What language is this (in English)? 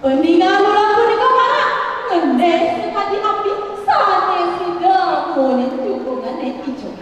Balinese